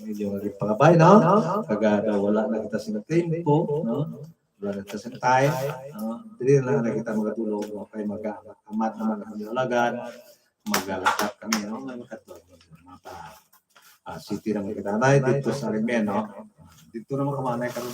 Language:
Hiligaynon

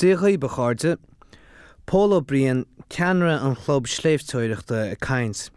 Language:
Irish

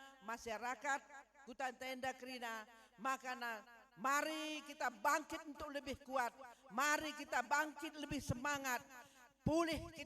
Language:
Batak Karo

